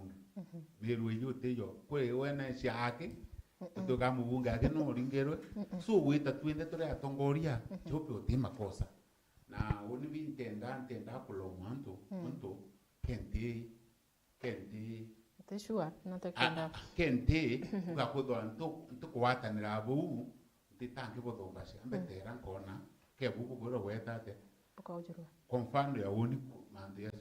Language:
Meru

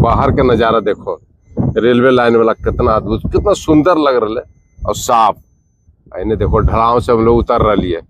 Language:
Magahi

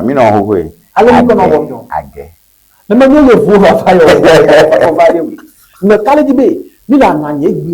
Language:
Ewe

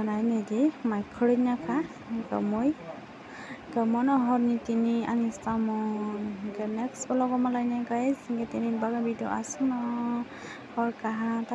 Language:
Kok Borok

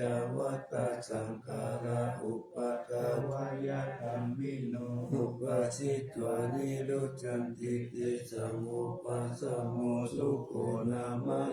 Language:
Pali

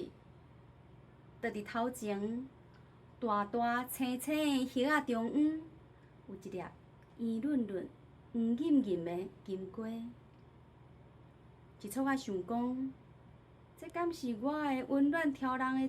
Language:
Min Nan Chinese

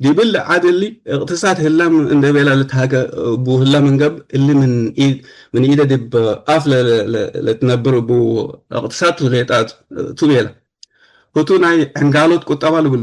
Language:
Tigre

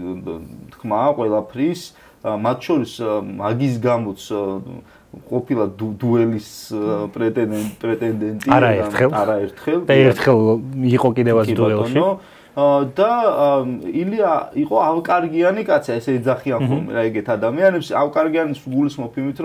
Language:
Georgian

